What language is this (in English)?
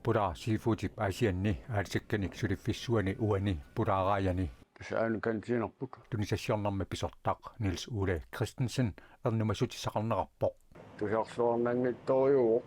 Kalaallisut